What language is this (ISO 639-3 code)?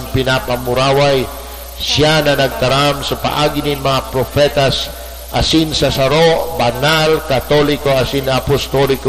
bik